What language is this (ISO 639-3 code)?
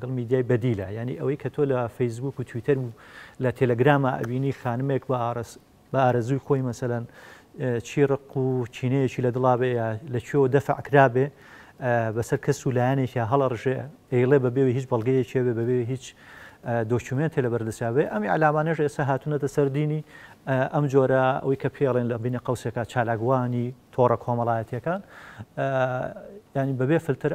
ckb